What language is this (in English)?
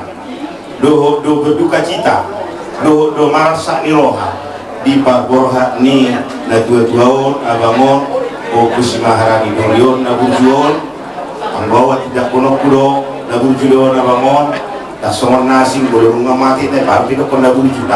Batak Toba